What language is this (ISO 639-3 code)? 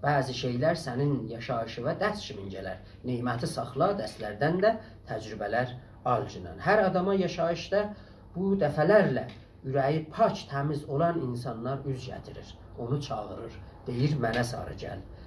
azb